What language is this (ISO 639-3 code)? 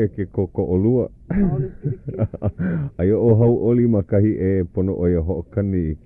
haw